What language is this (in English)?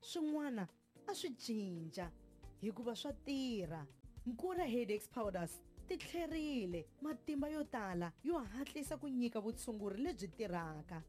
Tsonga